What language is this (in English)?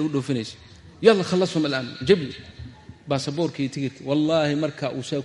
Somali